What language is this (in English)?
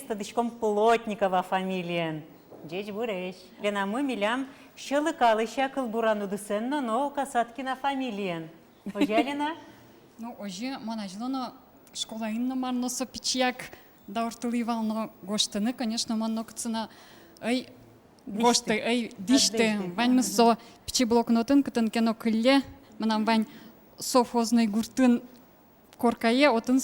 Udmurt